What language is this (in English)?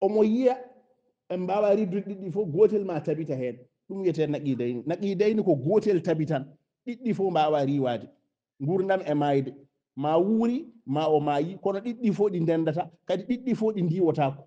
Fula